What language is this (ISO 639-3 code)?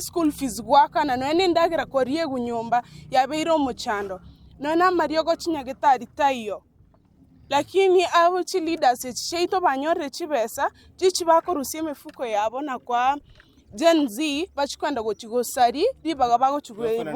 guz